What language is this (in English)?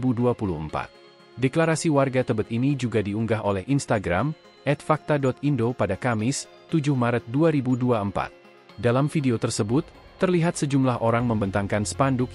Indonesian